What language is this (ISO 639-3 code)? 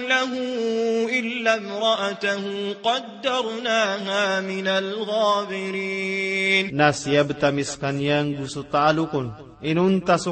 mrw